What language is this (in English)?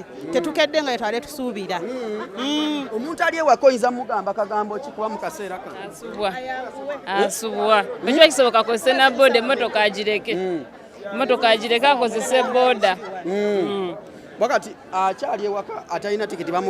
Ganda